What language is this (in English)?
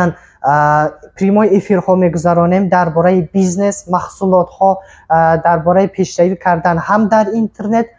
Tajik